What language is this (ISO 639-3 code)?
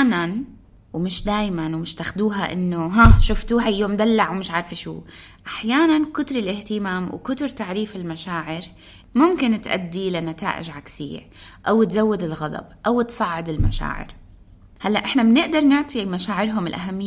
apc